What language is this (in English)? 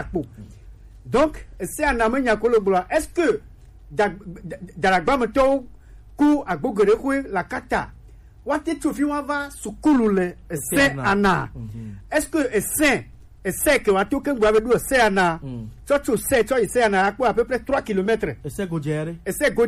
Gen